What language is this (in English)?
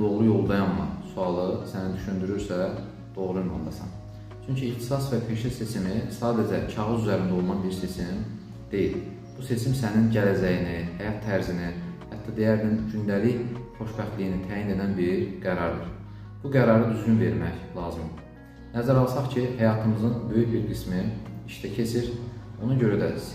Azerbaijani